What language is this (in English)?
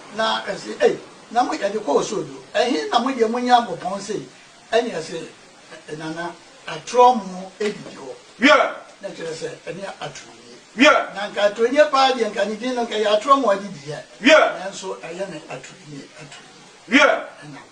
Akan